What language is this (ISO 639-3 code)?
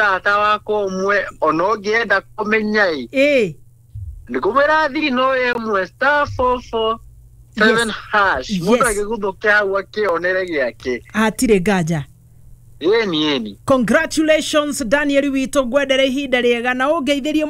kik